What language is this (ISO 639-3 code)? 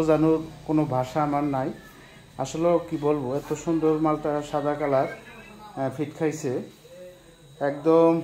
ben